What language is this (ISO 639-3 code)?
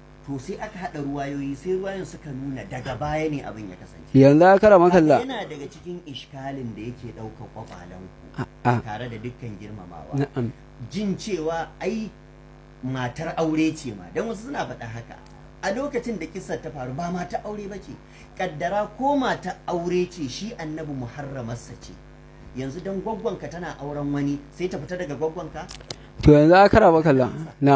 hau